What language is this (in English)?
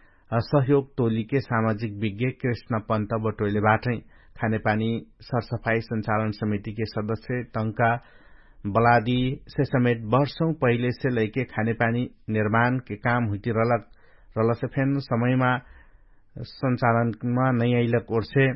Dangaura Tharu